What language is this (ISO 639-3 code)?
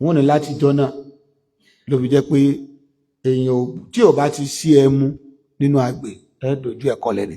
yor